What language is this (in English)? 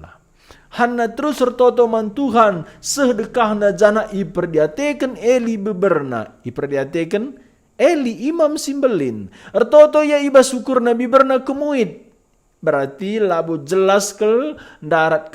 Batak Karo